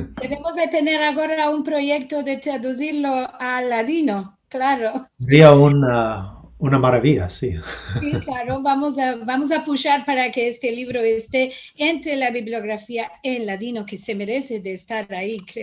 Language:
Ladino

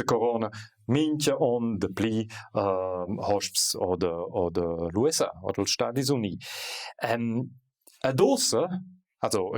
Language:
Romansh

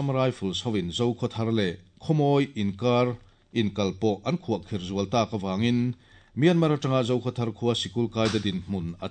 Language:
Mizo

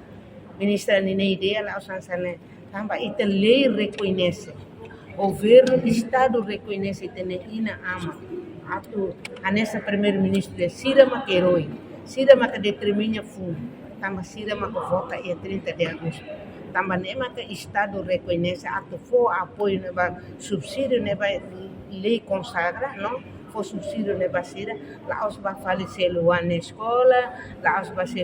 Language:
Tetum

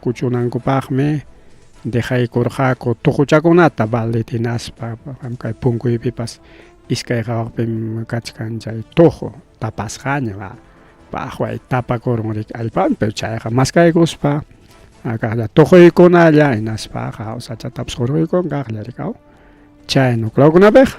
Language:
Ayacucho Quechua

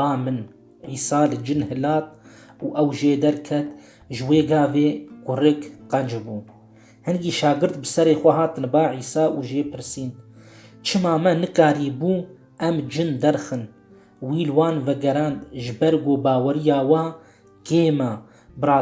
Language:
Kurdish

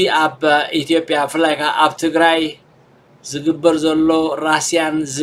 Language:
Tigrinya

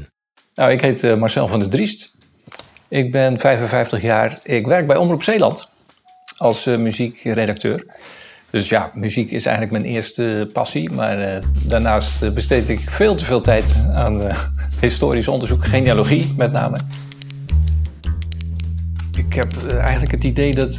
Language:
Dutch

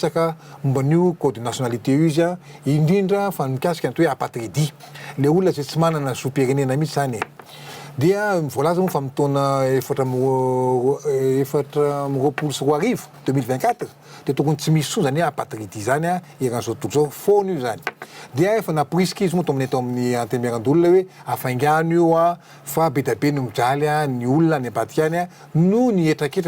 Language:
Malagasy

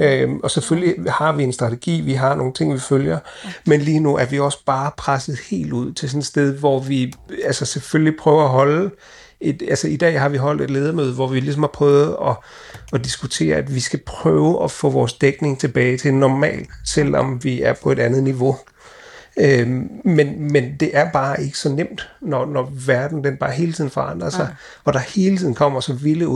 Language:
Danish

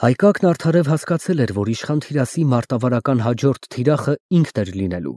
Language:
Armenian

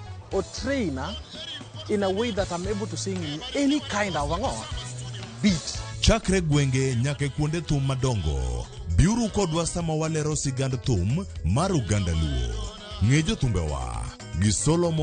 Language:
Luo (Kenya and Tanzania)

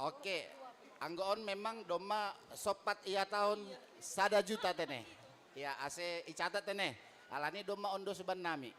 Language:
Batak Simalungun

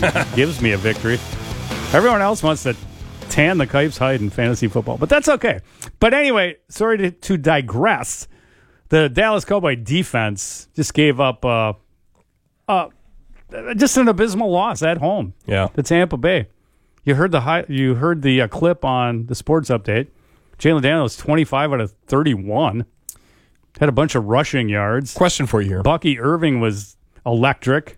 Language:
English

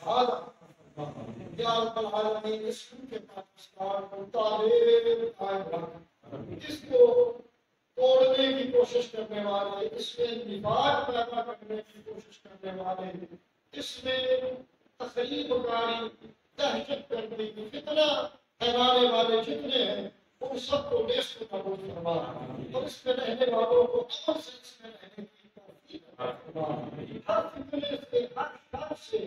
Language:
Urdu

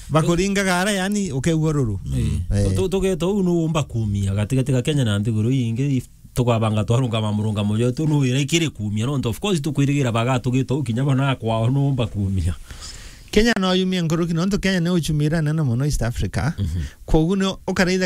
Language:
Meru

